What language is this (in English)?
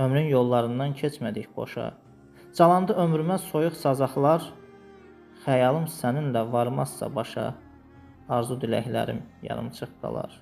Azerbaijani